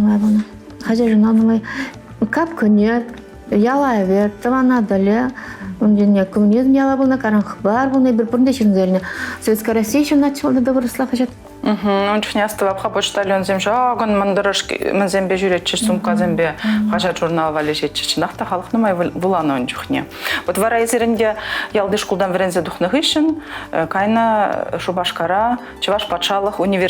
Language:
Chuvash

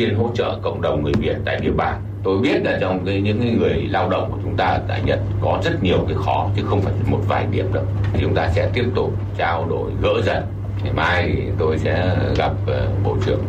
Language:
Vietnamese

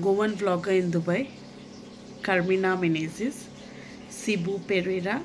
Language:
Konkani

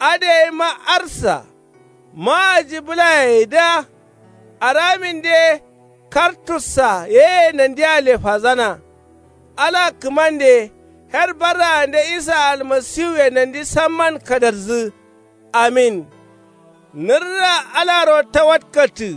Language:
Kanuri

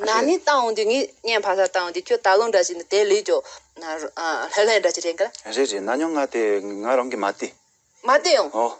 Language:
Tibetan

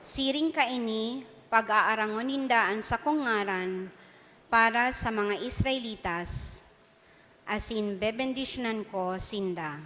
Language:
Bikol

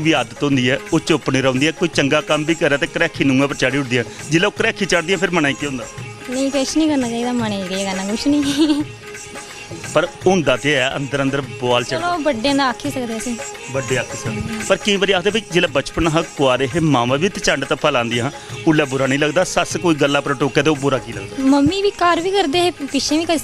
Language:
Dogri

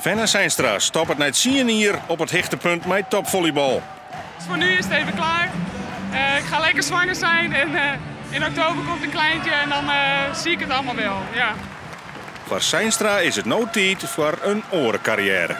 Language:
Western Frisian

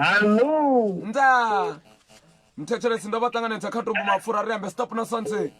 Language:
Venda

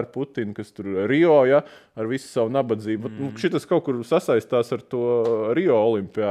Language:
Latvian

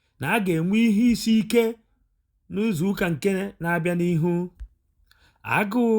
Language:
Igbo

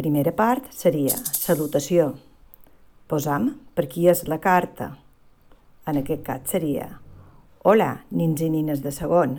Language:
Catalan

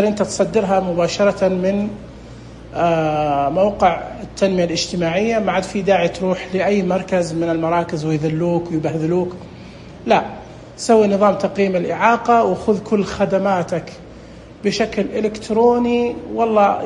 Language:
Najdi Arabic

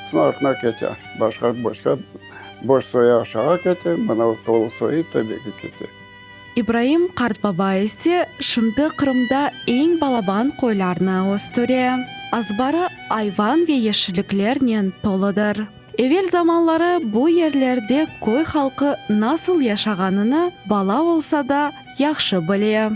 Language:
Crimean Tatar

